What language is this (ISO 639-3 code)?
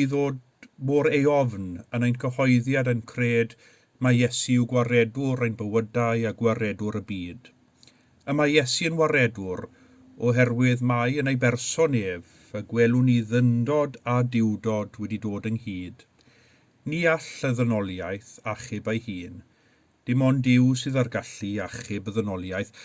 cym